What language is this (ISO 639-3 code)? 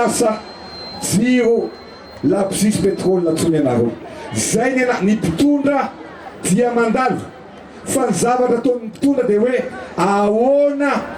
mlg